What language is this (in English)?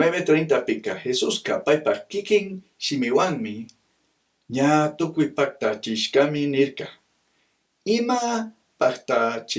Chimborazo Highland Quichua